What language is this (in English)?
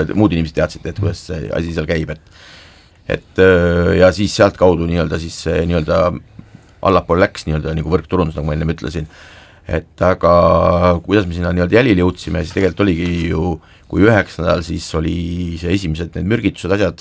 Estonian